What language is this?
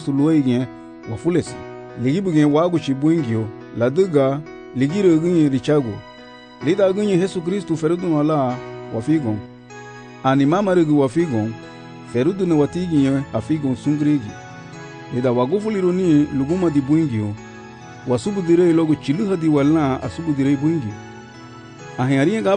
Garifuna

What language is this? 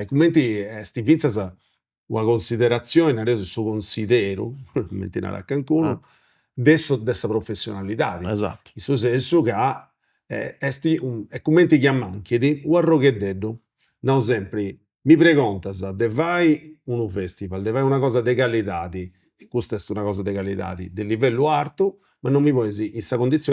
Sardinian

